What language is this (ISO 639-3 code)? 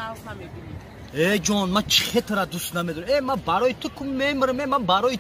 tgk